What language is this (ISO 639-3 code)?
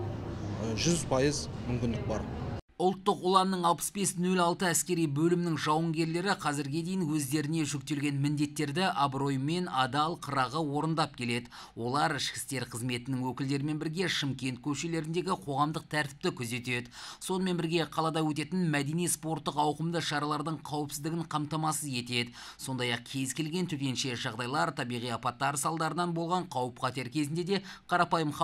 kaz